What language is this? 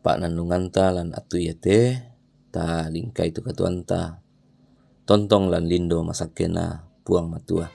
Toraja-Sa'dan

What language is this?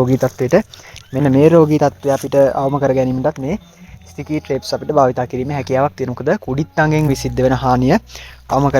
Sinhala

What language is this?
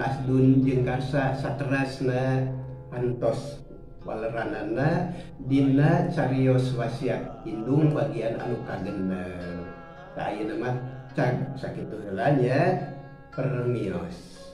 Sundanese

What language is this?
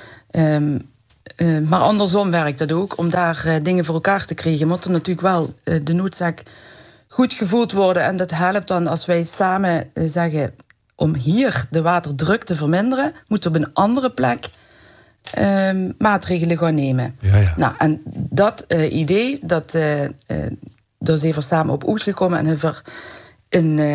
Dutch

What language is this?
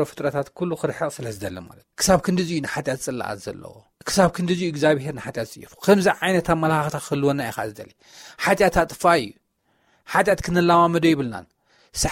Tigrinya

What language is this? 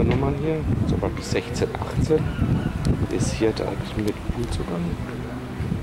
German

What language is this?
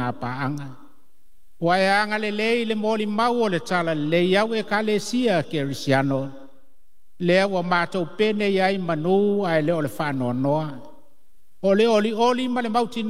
Samoan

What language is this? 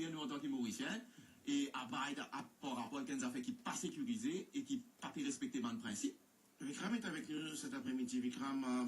Morisyen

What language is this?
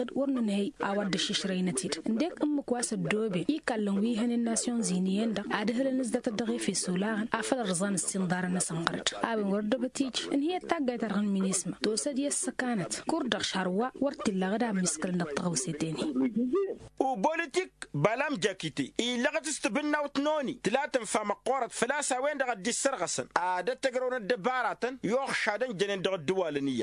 Tamasheq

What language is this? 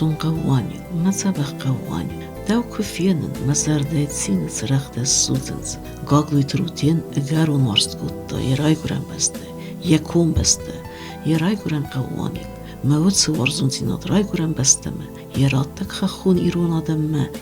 Ossetic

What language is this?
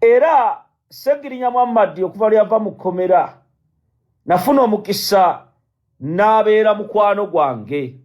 Ganda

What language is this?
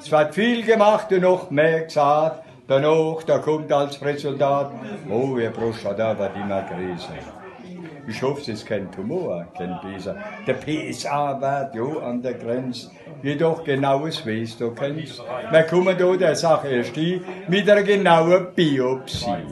Palatine German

